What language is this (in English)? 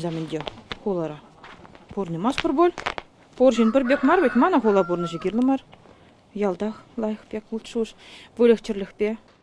Chuvash